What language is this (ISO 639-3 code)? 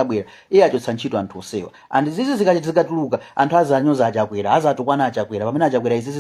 nya